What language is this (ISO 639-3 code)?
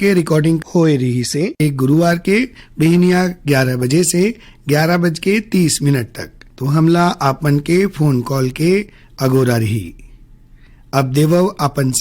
hne